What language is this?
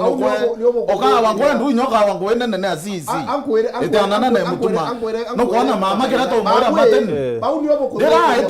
Meru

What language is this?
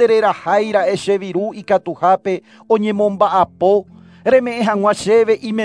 Guarani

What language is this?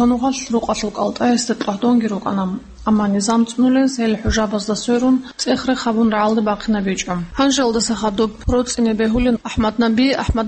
Avaric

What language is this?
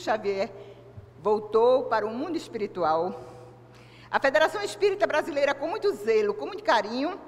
Portuguese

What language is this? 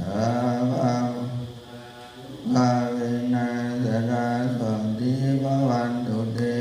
Pali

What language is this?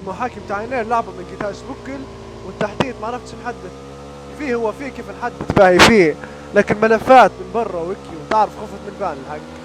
Libyan Arabic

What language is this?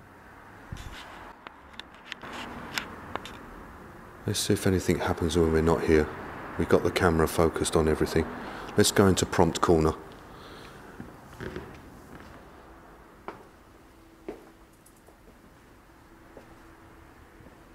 English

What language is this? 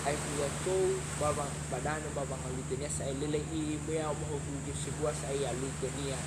Nias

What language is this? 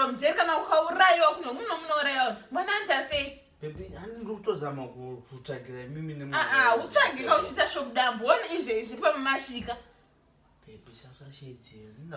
Shona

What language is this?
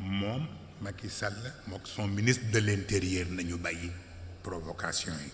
Wolof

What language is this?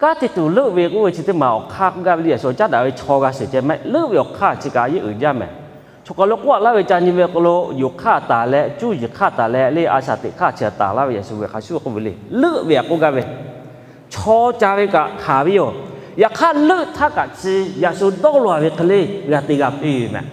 Lahu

